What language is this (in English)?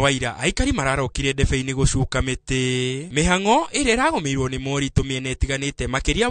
Kikuyu